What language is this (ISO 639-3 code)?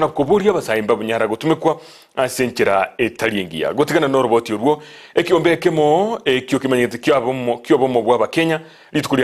guz